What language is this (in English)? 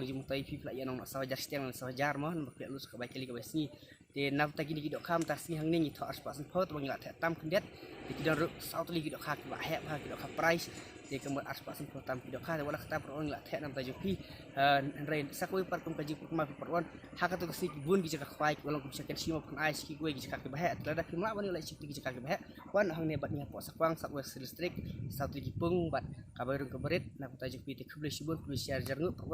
Khasi